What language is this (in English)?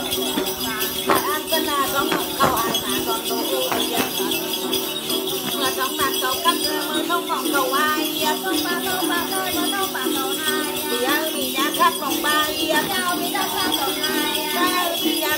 Vietnamese